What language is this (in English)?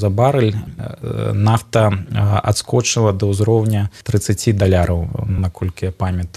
Belarusian